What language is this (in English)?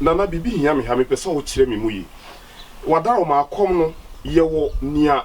Akan